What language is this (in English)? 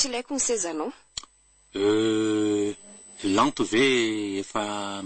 Malagasy